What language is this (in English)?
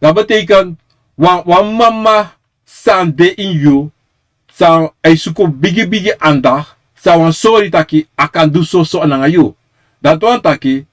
Sranan Tongo